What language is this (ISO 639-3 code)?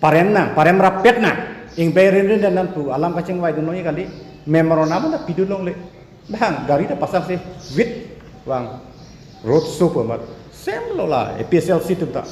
mjw